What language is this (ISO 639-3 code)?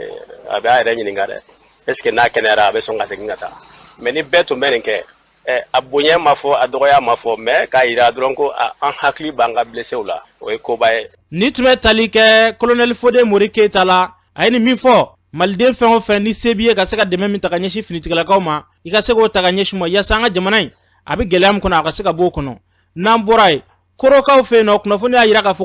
bam